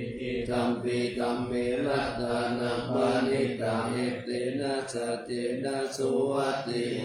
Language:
Pali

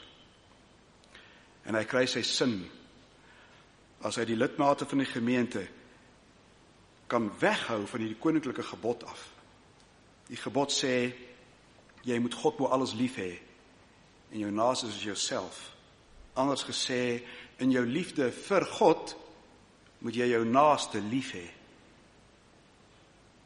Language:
Afrikaans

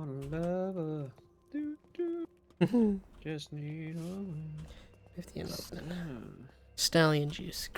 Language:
Welsh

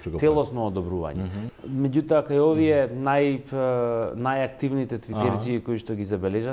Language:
Macedonian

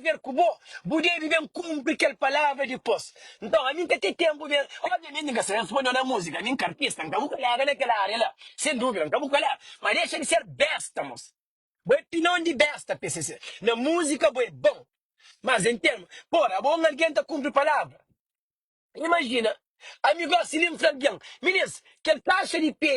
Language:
Kabuverdianu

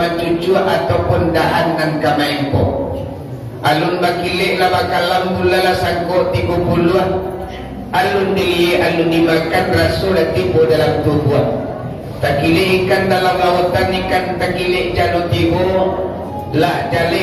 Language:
Minangkabau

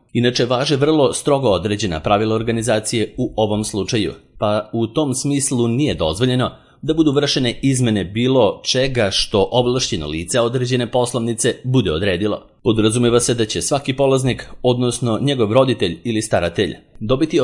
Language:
Serbian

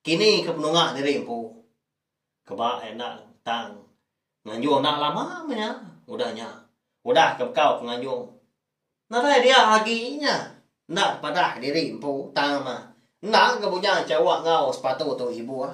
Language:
Iban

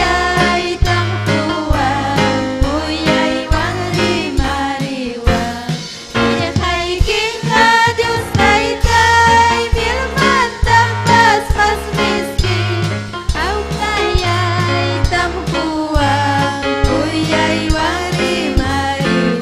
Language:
Ayacucho Quechua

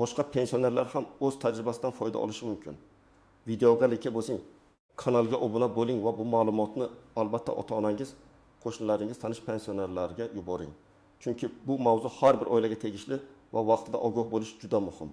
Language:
Uzbek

